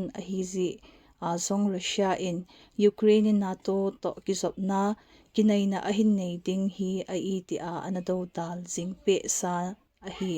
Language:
Thado Chin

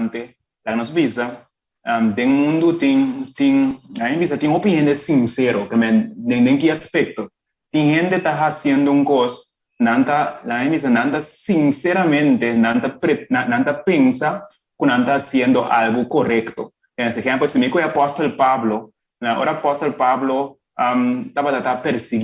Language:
Papiamento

